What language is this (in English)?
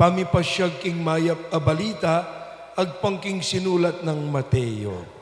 Pampanga